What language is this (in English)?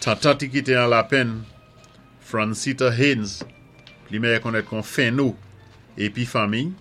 Saint Lucian Creole French